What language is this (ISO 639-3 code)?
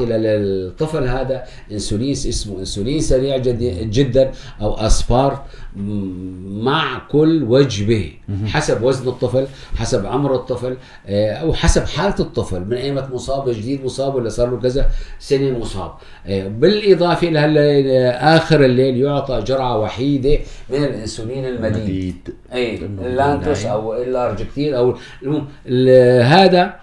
apc